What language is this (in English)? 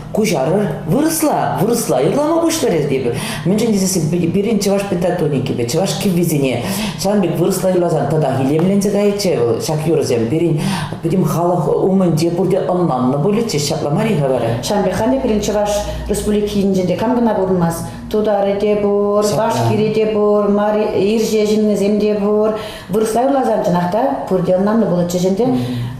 Chuvash